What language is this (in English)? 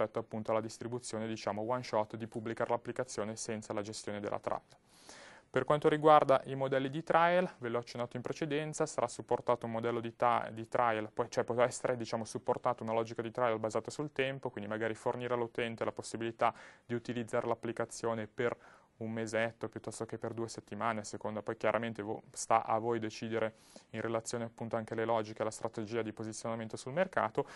Italian